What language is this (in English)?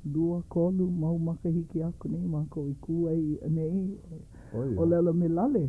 Hawaiian